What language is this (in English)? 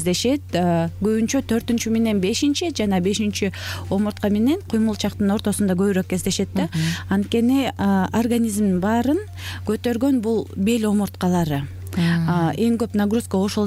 Kyrgyz